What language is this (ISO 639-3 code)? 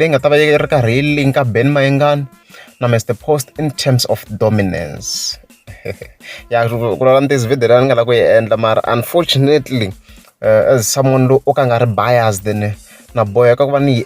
tso